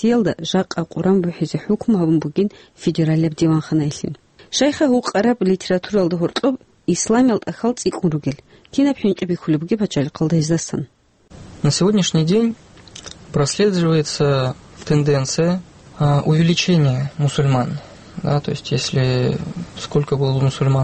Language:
Avaric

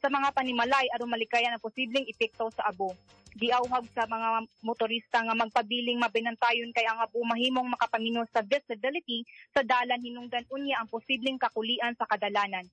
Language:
Cebuano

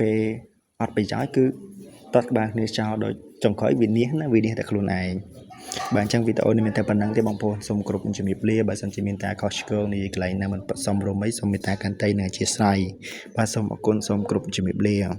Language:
Khmer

